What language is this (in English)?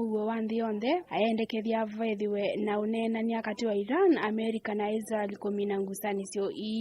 Kamba